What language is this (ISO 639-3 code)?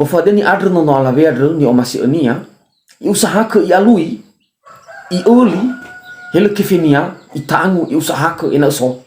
nia